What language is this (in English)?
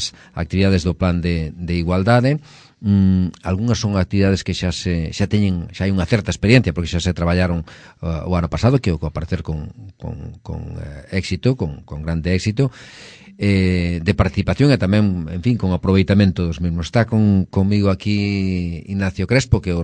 Galician